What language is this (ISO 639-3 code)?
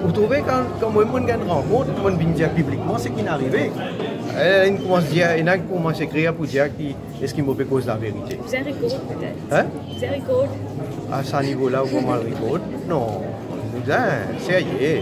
mfe